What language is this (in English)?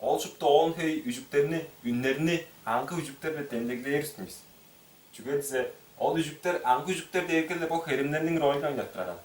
Tuvinian